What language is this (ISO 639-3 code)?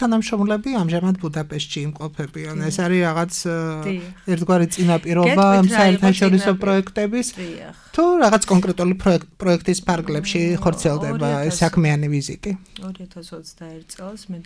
kat